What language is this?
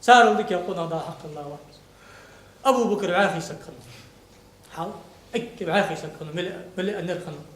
Ingush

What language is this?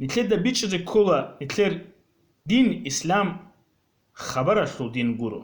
Avaric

